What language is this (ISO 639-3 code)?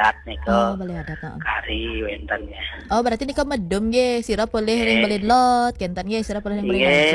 ban